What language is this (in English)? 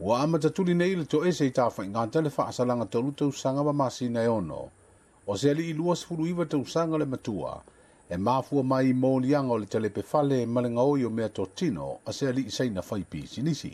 Samoan